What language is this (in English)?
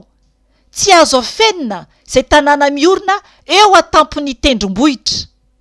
Malagasy